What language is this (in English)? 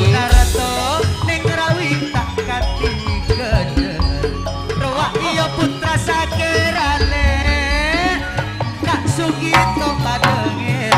Madurese